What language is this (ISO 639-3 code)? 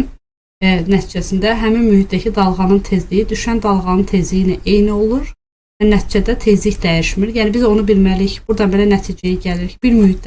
aze